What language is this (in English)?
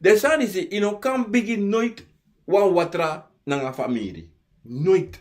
Sranan Tongo